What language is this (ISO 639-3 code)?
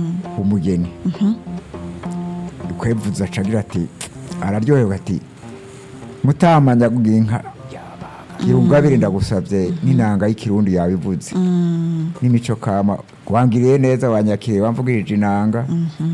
run